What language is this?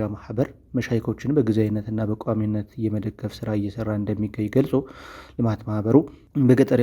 Amharic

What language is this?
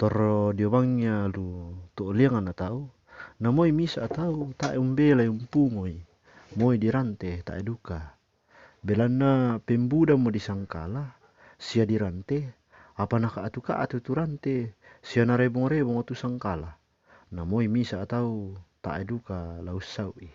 Toraja-Sa'dan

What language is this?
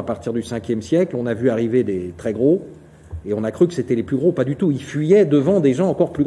French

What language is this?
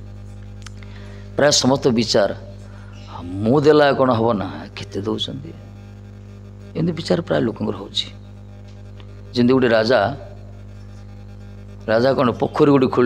Odia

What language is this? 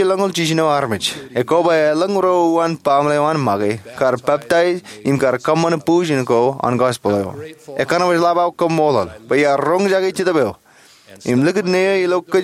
Marshallese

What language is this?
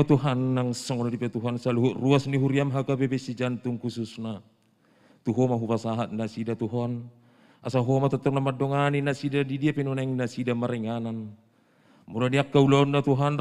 Batak Toba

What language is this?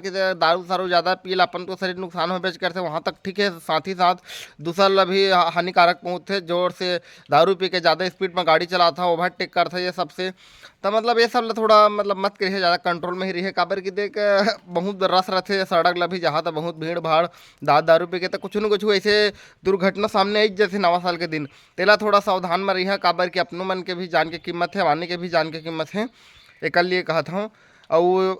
Chhattisgarhi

